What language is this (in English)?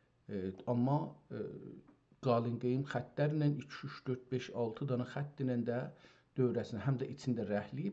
South Azerbaijani